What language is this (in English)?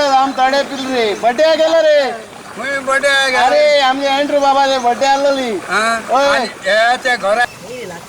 Konkani